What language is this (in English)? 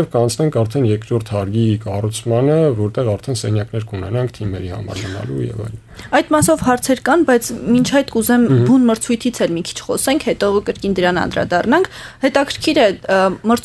Armenian